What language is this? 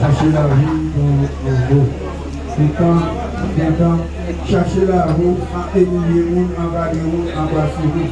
Haitian Creole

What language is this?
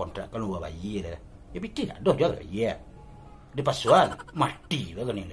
Minangkabau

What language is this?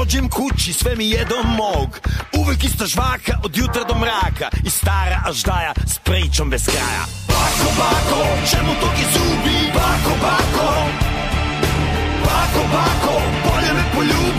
Serbian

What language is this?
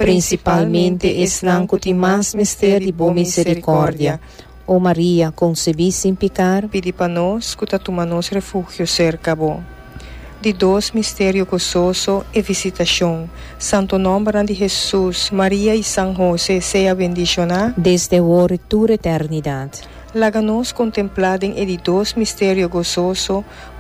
Papiamento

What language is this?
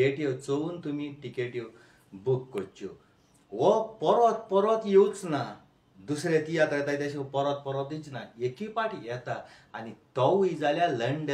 Konkani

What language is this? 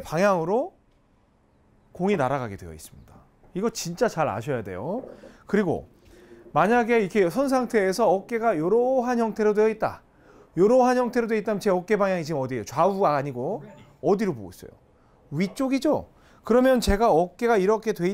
Korean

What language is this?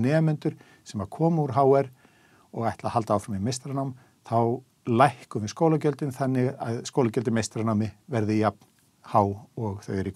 Icelandic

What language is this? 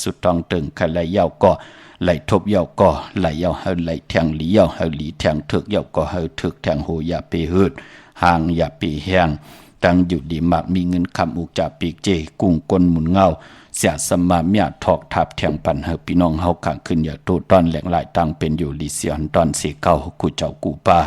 Shan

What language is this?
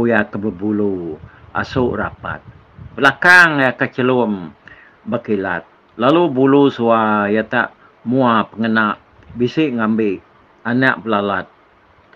Iban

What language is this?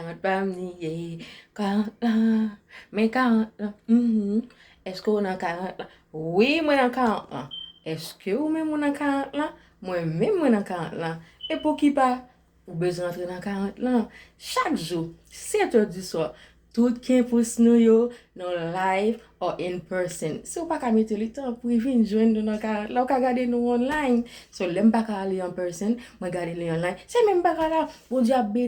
Haitian Creole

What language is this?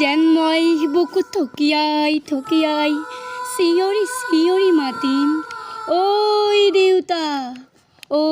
Assamese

